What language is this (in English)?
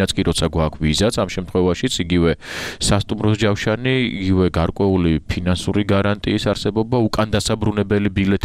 Georgian